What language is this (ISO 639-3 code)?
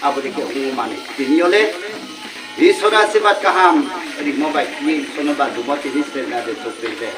ria